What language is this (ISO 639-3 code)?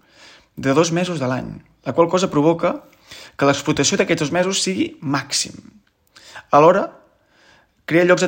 cat